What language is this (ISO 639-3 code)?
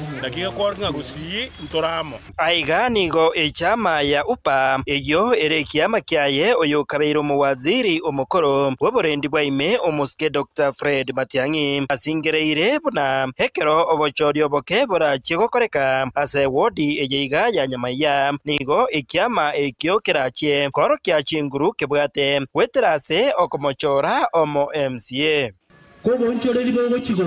guz